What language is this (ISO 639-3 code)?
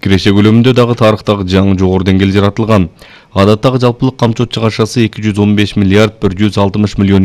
kir